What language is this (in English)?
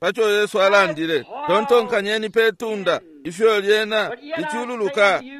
Bemba